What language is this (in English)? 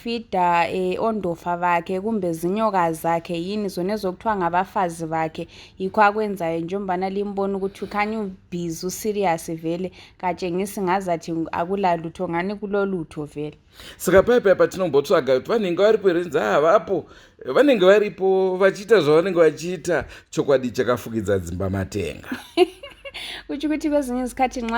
Shona